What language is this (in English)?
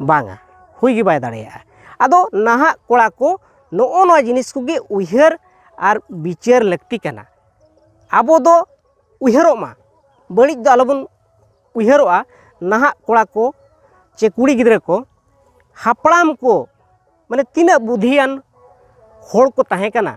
Santali